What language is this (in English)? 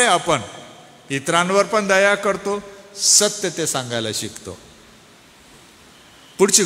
Marathi